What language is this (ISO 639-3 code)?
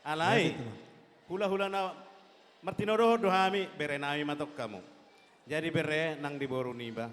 bbc